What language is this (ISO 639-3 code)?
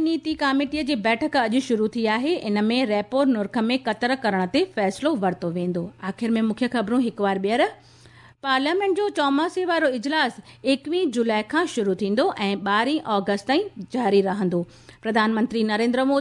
snd